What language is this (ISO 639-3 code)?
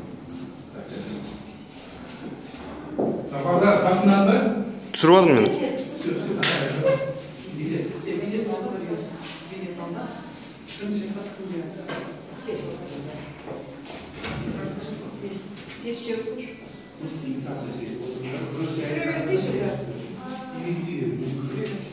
kaz